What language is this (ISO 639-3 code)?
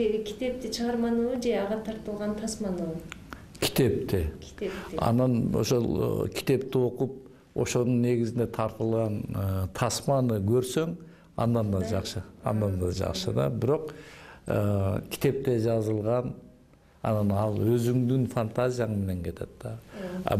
kir